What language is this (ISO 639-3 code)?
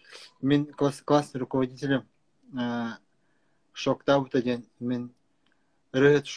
sah